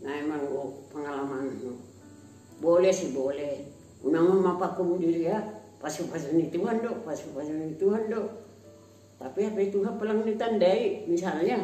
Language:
Batak Simalungun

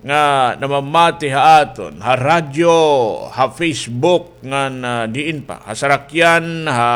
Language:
Waray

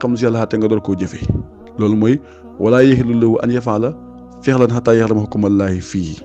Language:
Wolof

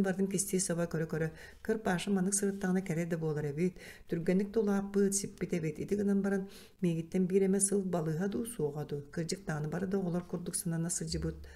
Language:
Yakut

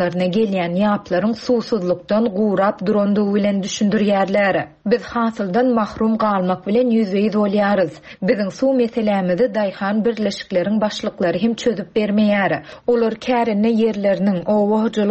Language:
Turkmen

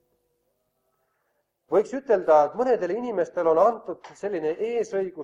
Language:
Estonian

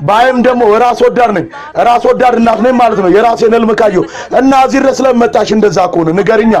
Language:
Amharic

